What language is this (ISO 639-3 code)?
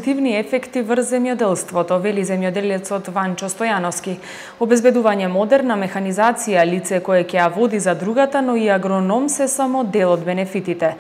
mkd